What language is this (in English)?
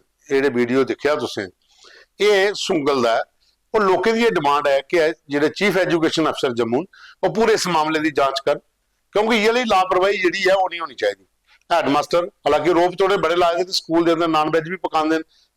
Dogri